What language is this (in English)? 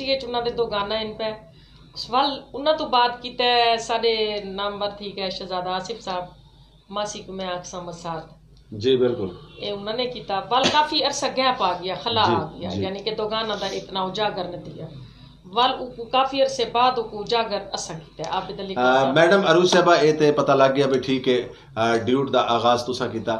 Saraiki